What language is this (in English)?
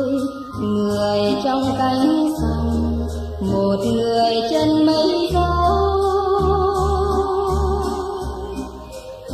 Vietnamese